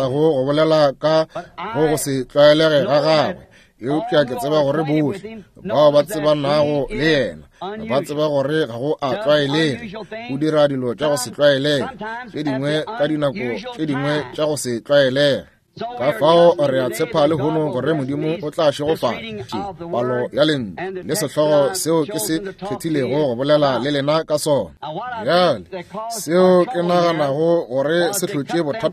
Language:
Northern Sotho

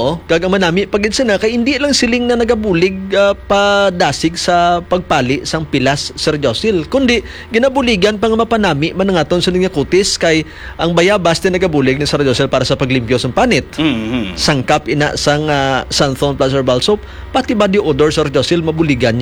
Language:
Hiligaynon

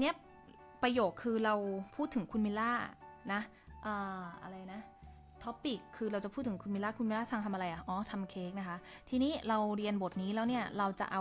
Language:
Thai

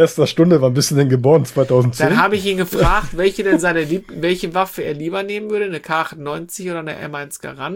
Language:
German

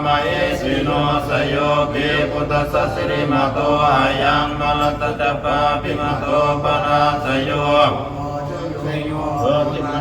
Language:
Pali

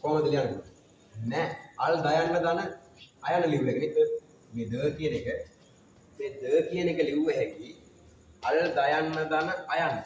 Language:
Sinhala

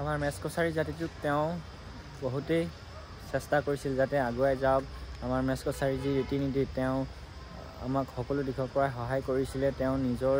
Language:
Assamese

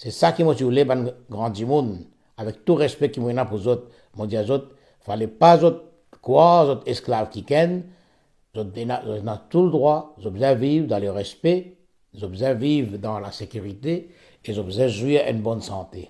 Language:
Morisyen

